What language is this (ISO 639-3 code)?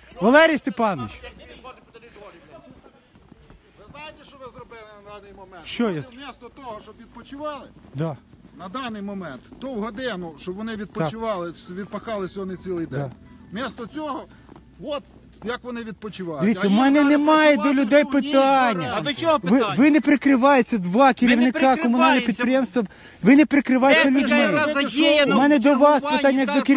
ukr